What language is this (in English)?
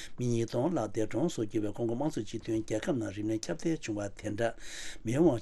Tibetan